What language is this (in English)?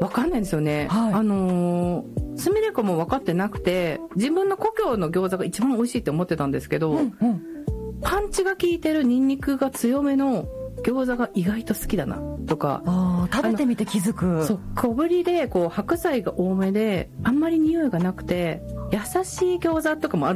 Japanese